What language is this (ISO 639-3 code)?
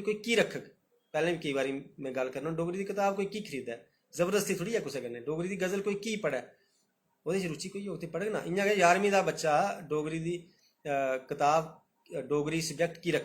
doi